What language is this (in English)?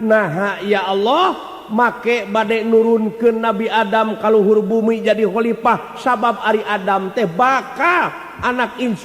Sundanese